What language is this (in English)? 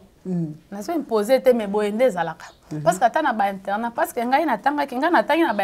Lingala